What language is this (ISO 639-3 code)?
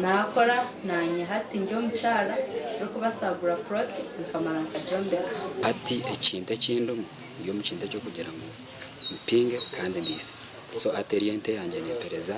nyn